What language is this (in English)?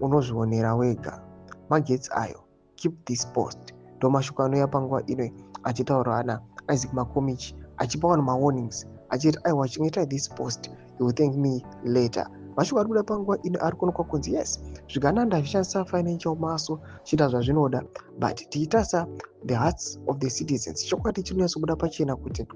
Shona